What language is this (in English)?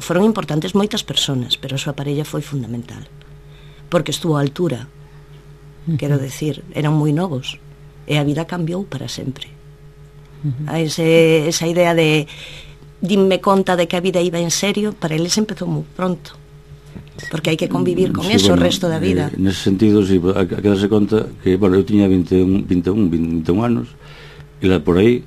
Galician